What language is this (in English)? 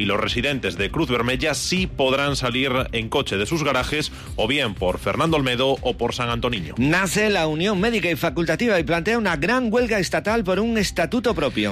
Spanish